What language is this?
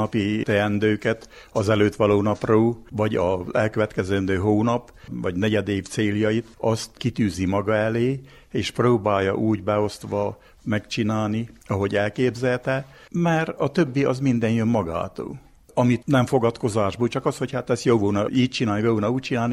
Hungarian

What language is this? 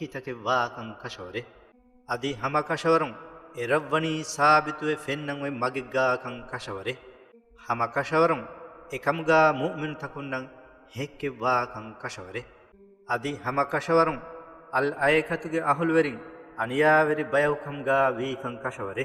Divehi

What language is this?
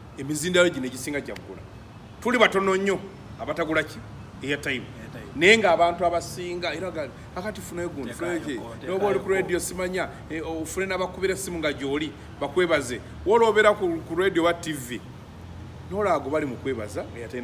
Ganda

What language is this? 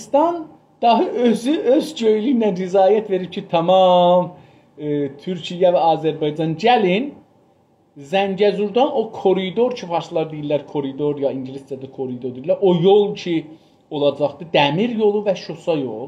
South Azerbaijani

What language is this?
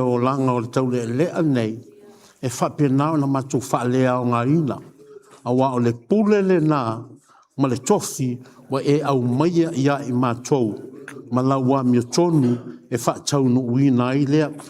Samoan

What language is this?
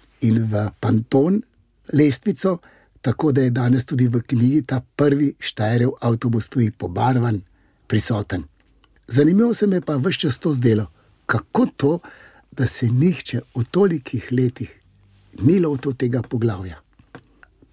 Slovenian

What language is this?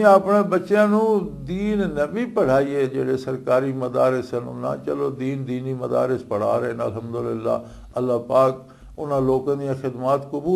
Western Panjabi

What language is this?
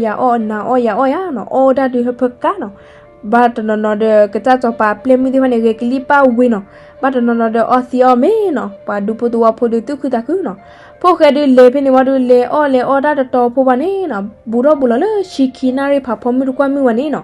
S'gaw Karen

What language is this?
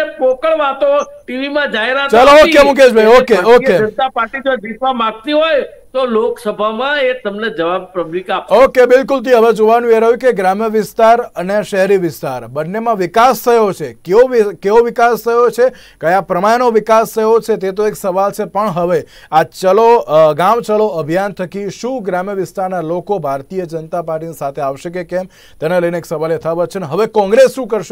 Gujarati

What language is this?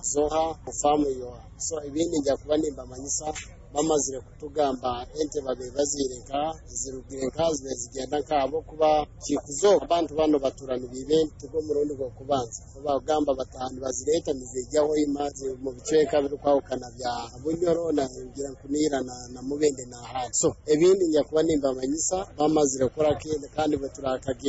Nyoro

